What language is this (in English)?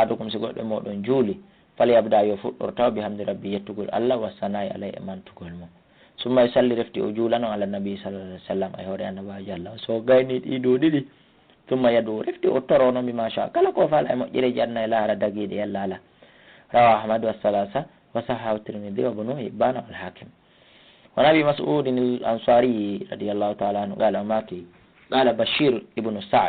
Fula